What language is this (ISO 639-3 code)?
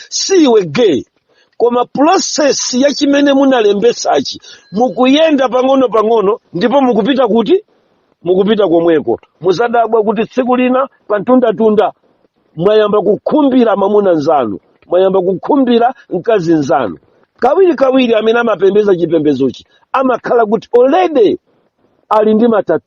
nya